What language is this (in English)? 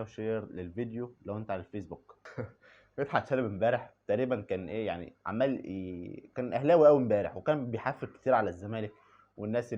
Egyptian Arabic